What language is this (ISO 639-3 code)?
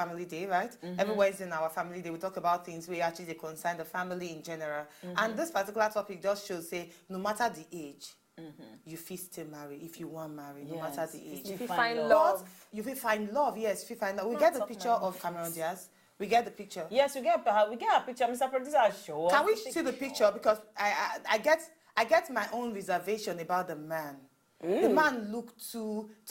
pcm